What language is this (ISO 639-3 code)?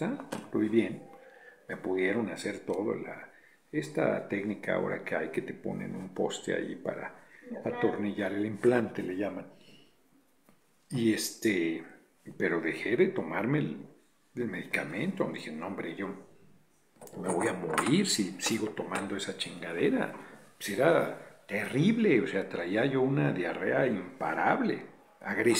spa